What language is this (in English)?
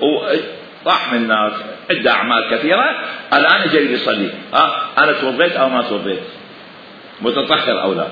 Mesopotamian Arabic